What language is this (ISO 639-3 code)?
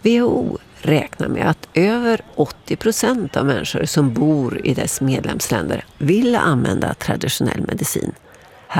swe